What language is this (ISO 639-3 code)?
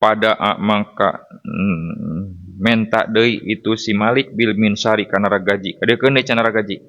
sun